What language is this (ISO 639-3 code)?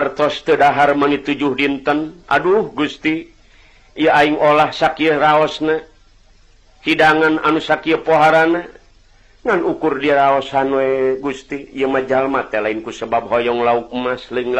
sun